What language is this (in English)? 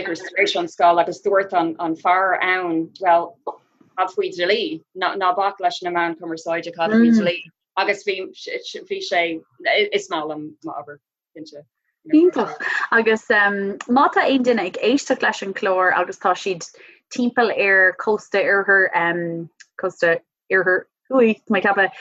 Irish